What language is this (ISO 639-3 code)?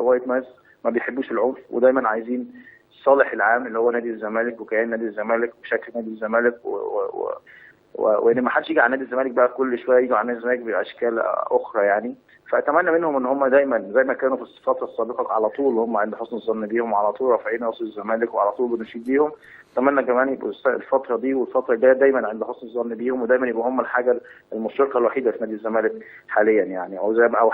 arz